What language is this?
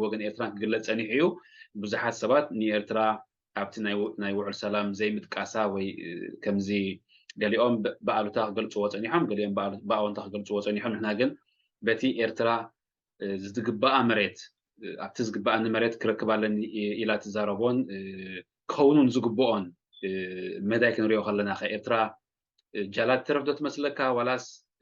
Tigrinya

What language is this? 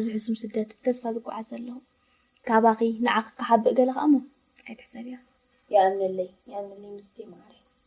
Tigrinya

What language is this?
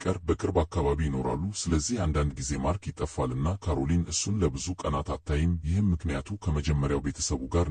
Amharic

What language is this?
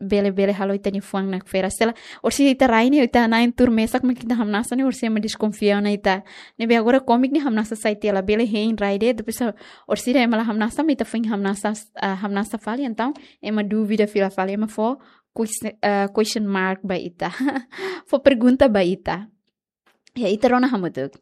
Tetum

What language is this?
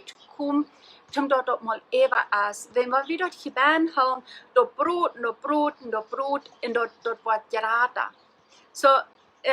Plautdietsch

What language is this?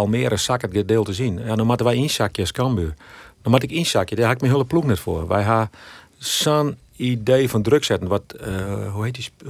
Western Frisian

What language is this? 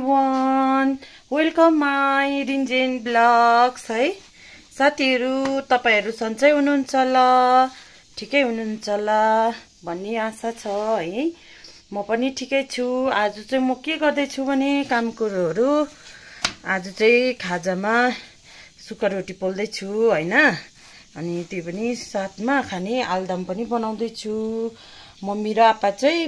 Nepali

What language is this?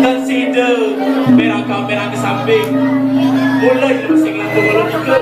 Balinese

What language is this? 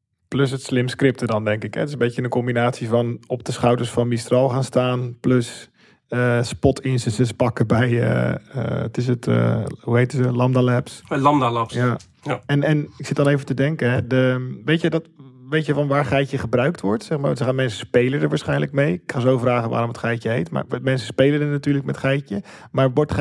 Dutch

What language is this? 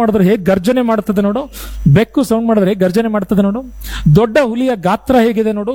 Kannada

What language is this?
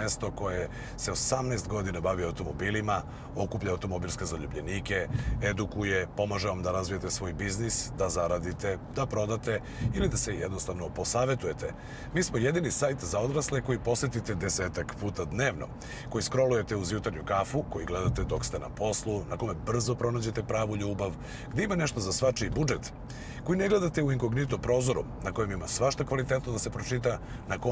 Serbian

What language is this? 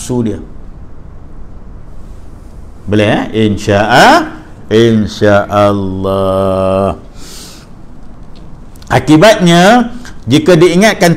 Malay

